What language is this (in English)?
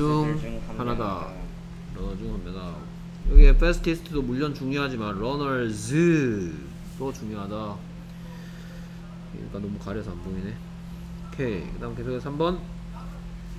Korean